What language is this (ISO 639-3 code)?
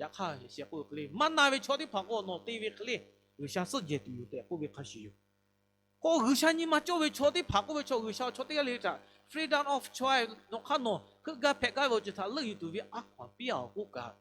lhu